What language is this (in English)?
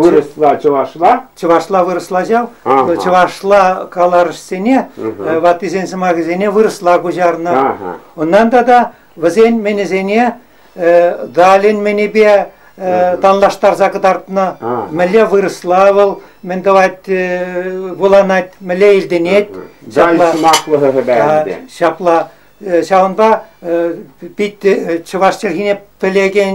Chuvash